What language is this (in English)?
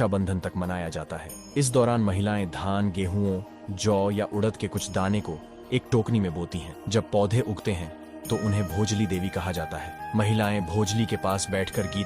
Chhattisgarhi